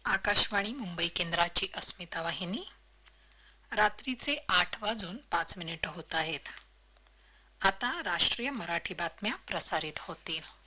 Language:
Marathi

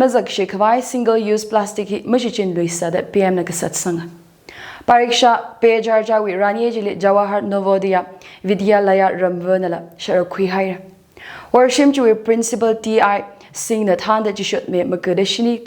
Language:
Tangkhul Naga (India)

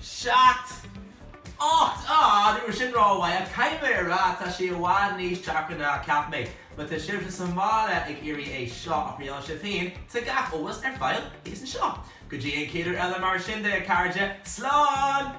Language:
Irish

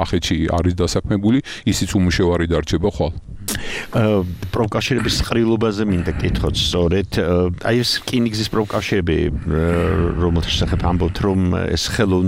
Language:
Georgian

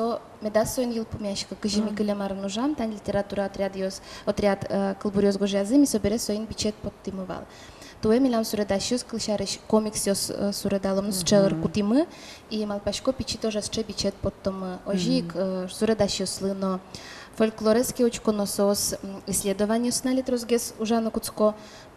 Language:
Udmurt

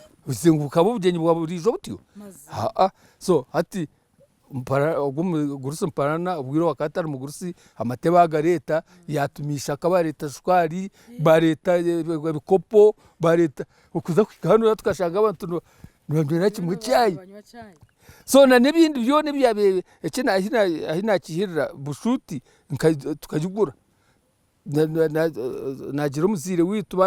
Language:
Nyankole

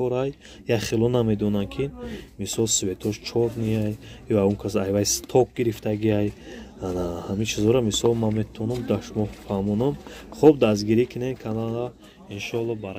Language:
Tajik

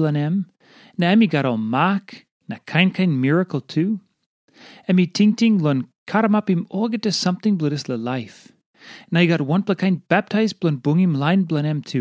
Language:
Tok Pisin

